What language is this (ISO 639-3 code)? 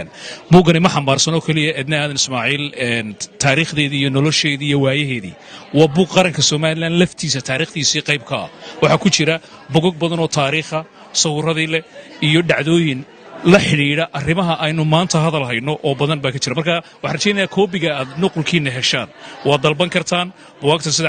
som